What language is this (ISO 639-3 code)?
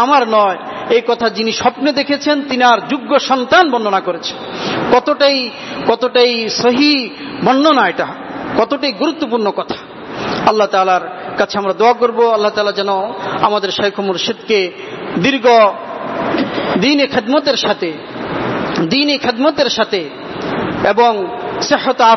ben